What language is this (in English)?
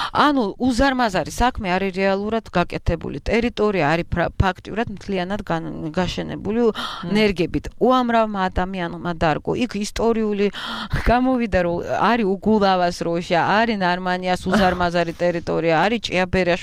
Georgian